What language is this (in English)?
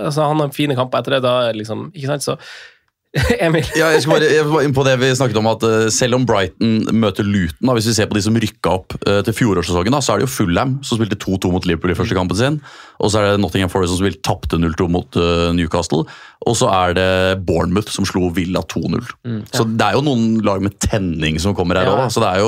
Norwegian